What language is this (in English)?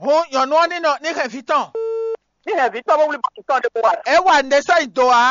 Fon